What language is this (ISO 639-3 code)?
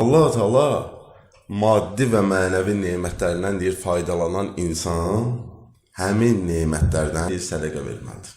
aze